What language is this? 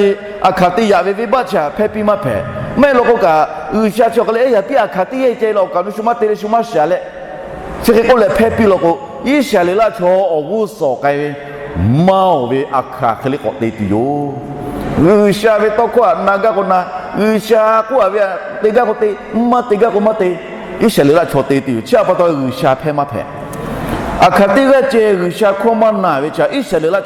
Lahu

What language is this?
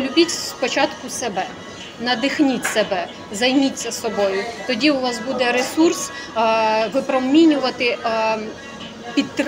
Ukrainian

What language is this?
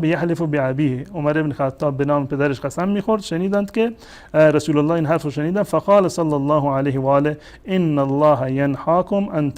Persian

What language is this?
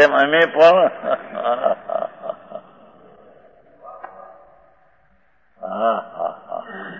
Gujarati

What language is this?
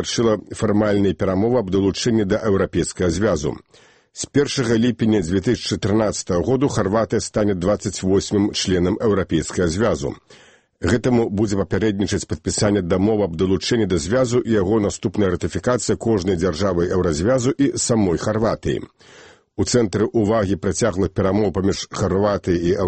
Belarusian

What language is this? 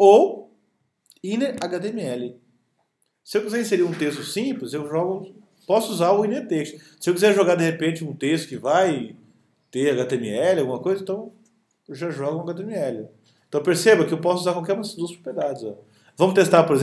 Portuguese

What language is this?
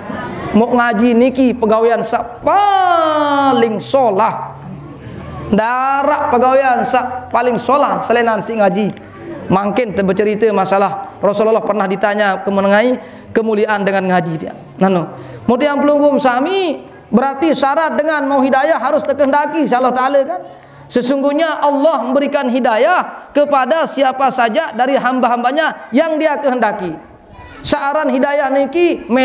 Sasak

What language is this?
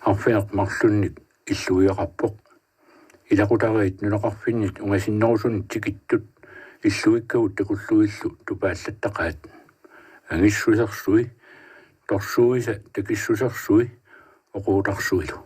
Kalaallisut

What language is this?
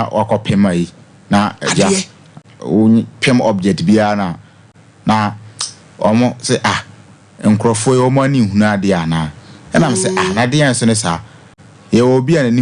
Akan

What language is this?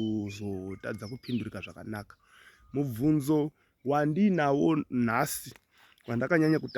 Shona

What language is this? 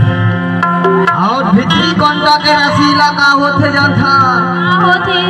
Chhattisgarhi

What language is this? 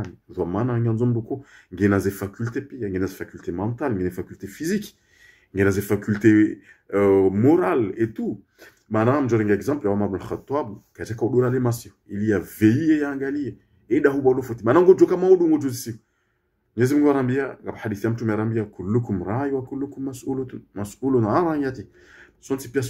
Ngazidja Comorian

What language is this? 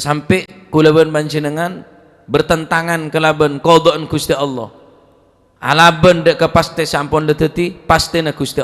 Madurese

